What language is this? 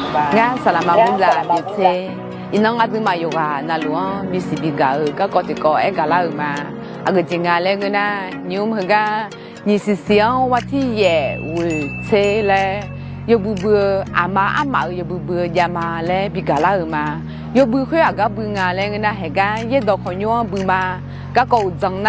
Akha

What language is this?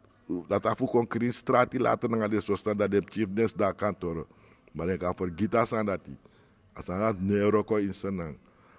Sranan Tongo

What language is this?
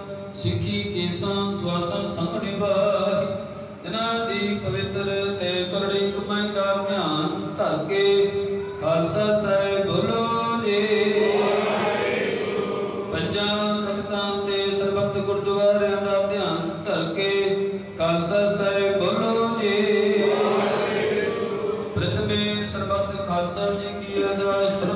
Punjabi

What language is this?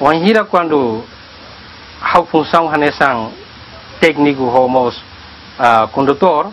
Tetum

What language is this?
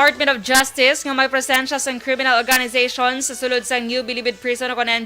Hiligaynon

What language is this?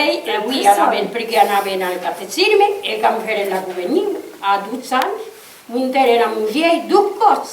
Occitan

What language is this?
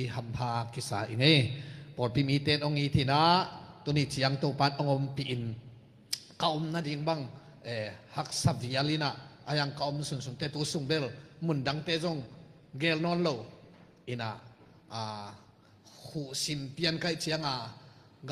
Tedim Chin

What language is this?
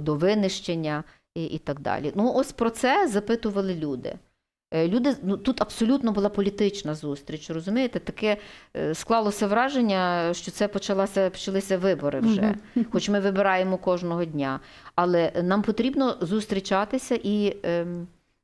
Ukrainian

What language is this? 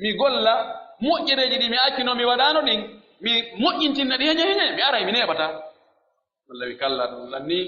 Pular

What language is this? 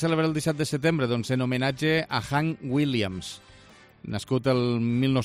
Catalan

